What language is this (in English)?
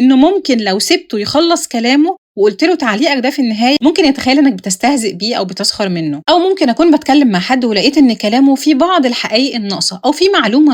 Egyptian Arabic